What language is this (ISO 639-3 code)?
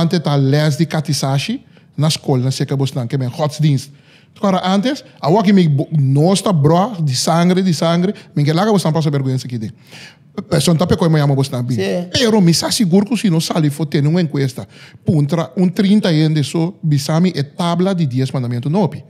pap